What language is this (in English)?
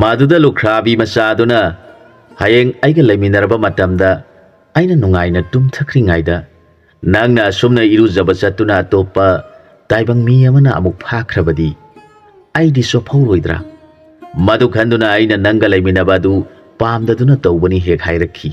Manipuri